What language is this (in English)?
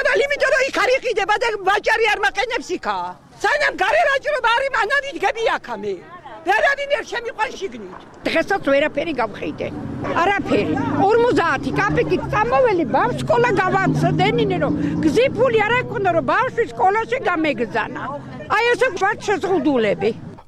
Georgian